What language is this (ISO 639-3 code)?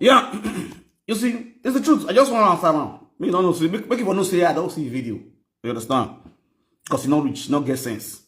pcm